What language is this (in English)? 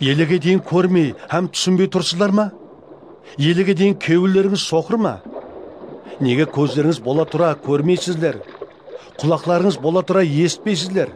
Kara-Kalpak